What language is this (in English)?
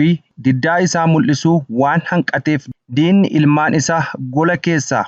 Oromo